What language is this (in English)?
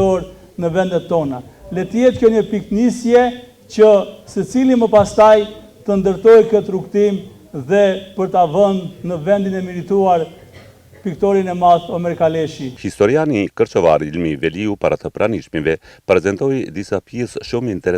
Albanian